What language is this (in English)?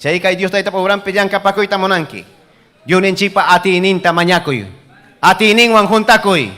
Ayacucho Quechua